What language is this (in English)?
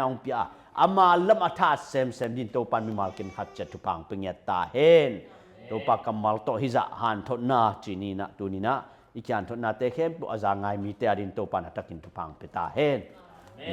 Tedim Chin